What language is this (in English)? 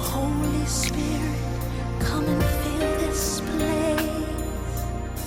Tongan